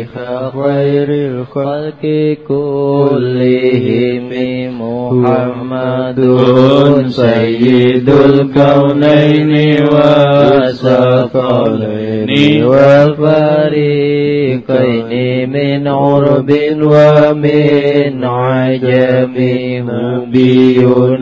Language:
Javanese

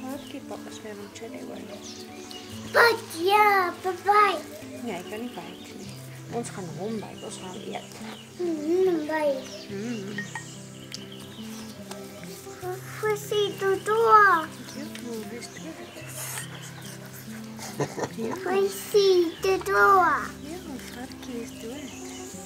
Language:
Afrikaans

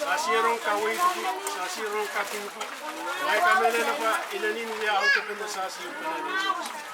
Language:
Pohnpeian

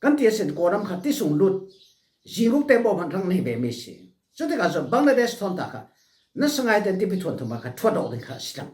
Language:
Falam Chin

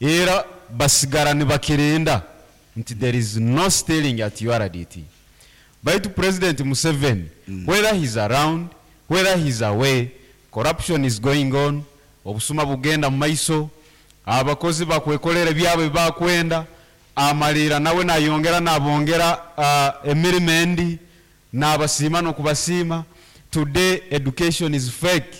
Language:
Nyankole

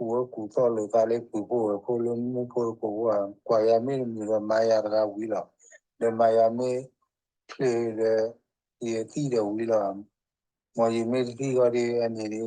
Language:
S'gaw Karen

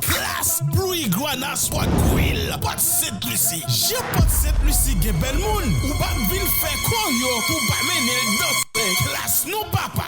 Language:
Haitian Creole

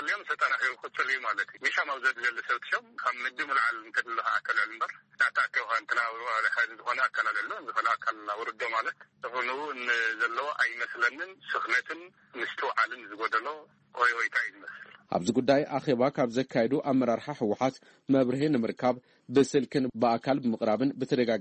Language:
Tigrinya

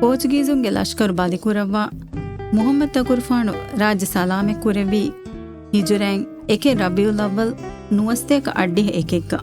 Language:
Divehi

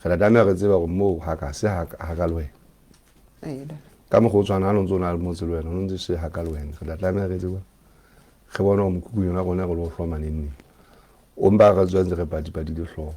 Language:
Southern Sotho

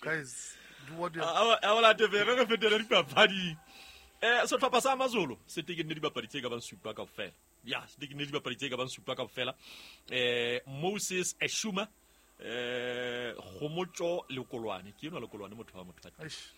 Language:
Southern Sotho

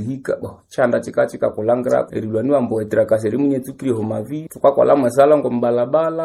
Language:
Nande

